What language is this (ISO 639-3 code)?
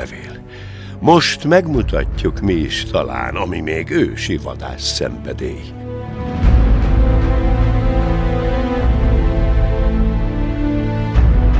hun